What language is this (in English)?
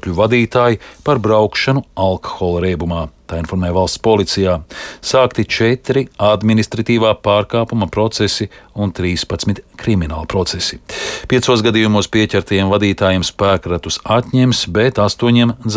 Latvian